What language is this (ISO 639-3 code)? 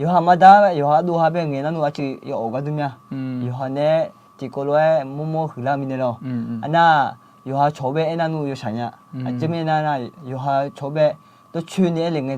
ahk